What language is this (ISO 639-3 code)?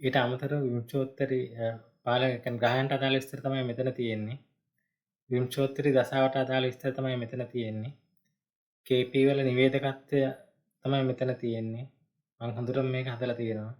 sin